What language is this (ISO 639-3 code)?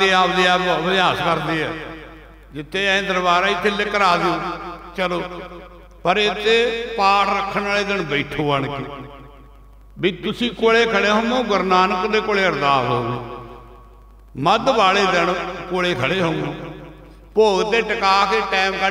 pan